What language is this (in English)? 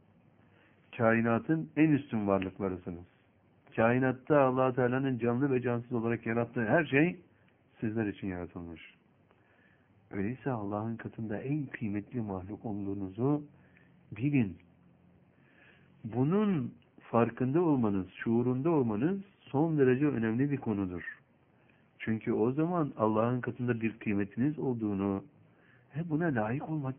Turkish